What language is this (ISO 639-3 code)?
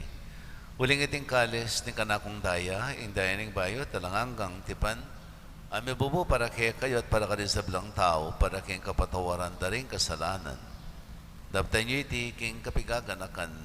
pam